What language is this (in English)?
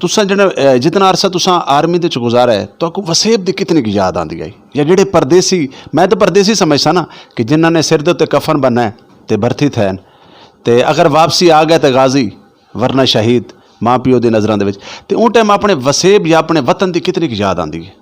Saraiki